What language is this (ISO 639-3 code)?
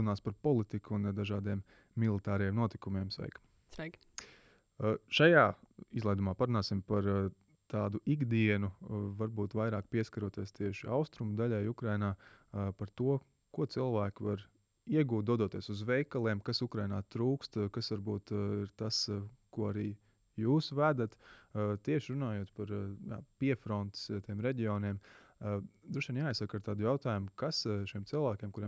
lav